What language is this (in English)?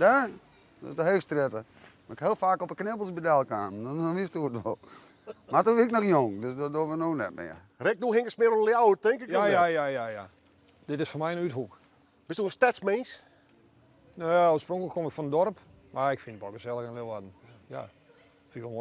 Western Frisian